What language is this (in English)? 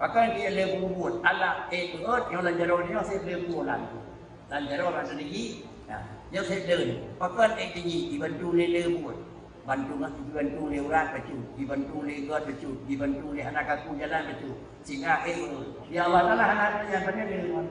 Achinese